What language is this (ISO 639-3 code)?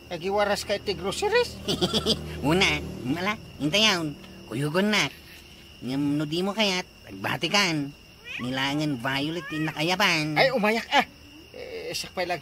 ilo